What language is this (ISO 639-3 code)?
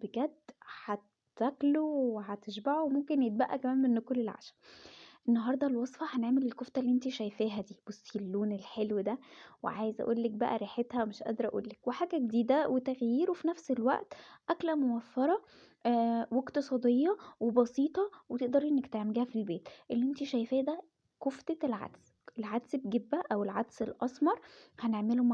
arz